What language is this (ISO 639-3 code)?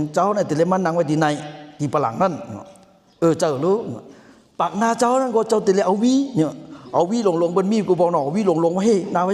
shn